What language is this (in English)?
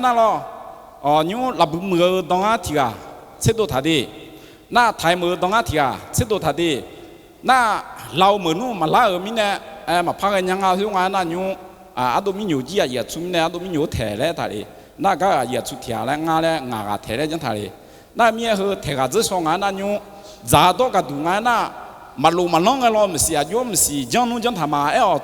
Akha